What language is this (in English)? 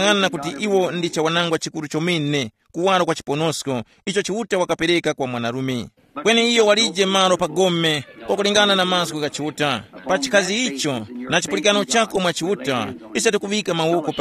Tumbuka